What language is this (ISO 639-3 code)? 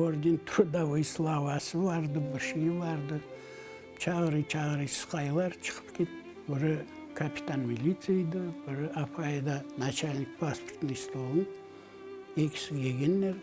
crh